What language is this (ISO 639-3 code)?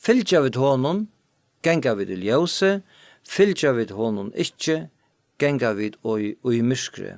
fao